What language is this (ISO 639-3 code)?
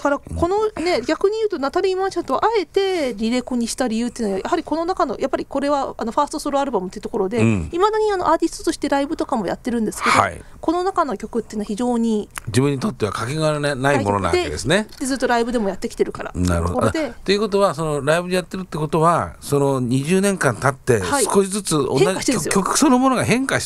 jpn